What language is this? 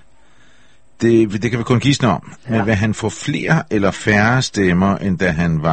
Danish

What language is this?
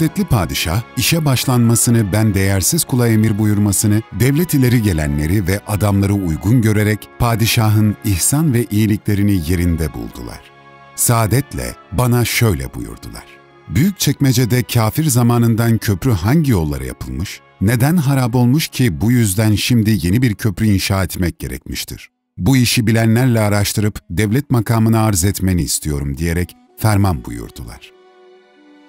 Turkish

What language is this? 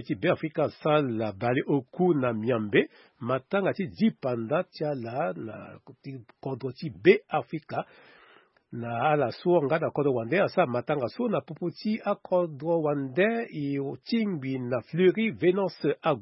Sango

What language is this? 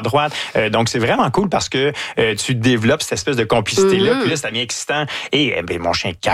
French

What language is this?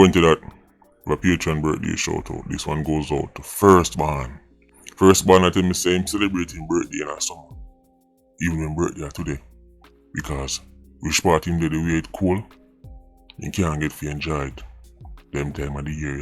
Jamaican Creole English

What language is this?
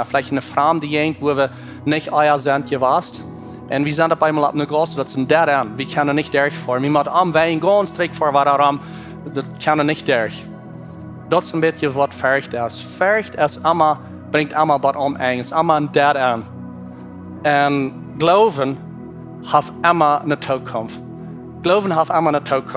Plautdietsch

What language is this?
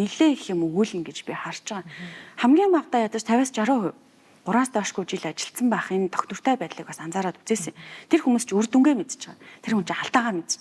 Mongolian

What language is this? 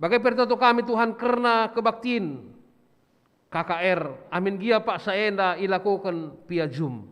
Batak Karo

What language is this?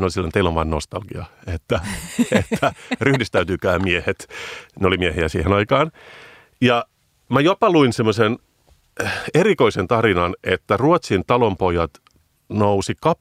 Finnish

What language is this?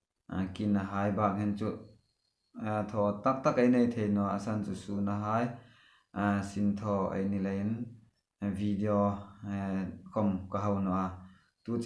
Hmar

